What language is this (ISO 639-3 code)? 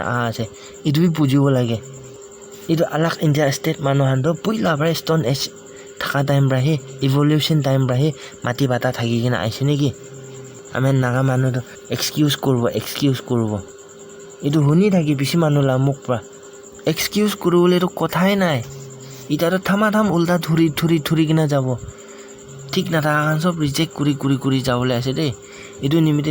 nag